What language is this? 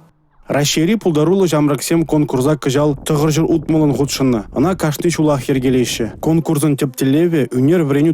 Chuvash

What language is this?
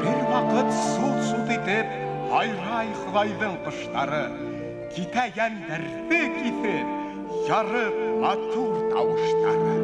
Bashkir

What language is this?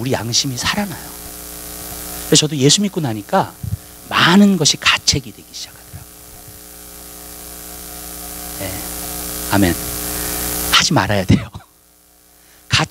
Korean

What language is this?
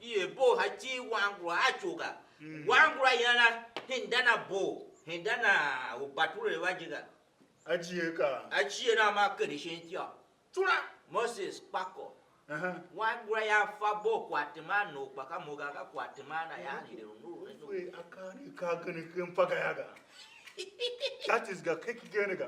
Tiv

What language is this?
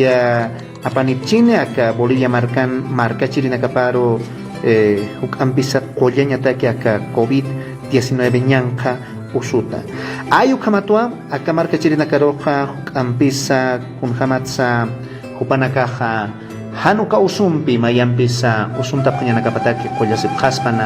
Aymara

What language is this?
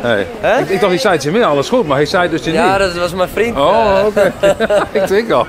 Western Frisian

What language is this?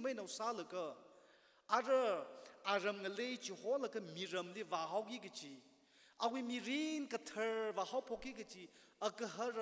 Tangkhul Naga (India)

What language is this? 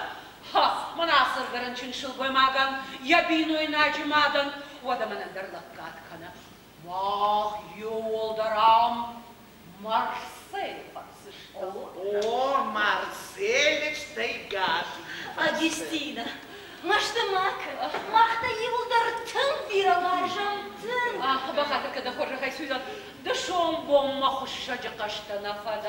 Ossetic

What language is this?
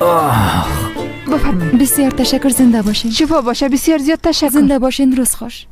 Tajik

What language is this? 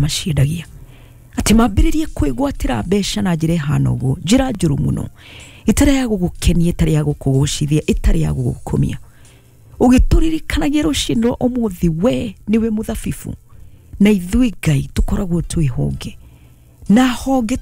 Kikuyu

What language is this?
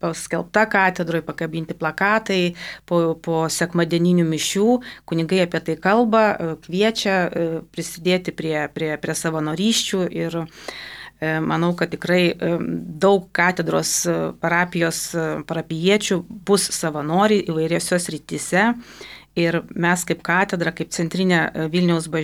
Lithuanian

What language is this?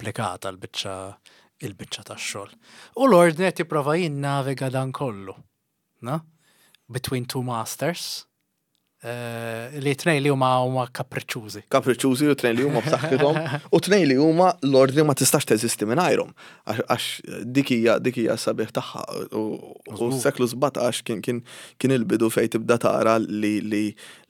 Maltese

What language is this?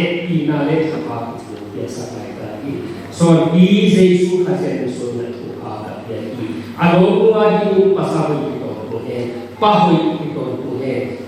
Tedim Chin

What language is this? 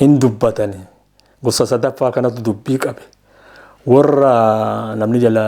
Oromo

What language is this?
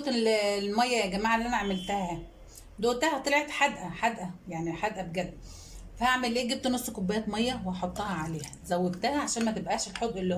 Egyptian Arabic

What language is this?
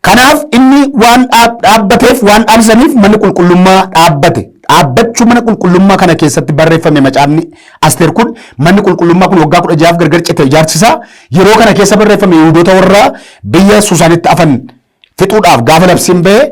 Oromo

